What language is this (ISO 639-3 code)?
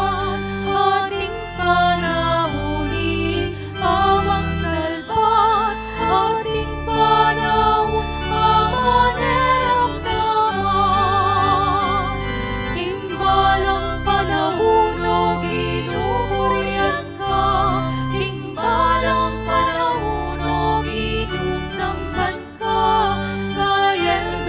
pam